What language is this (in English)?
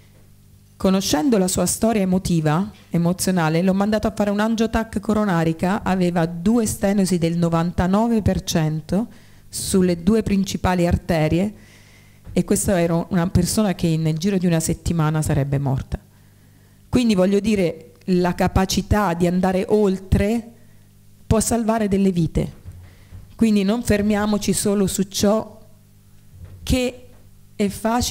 Italian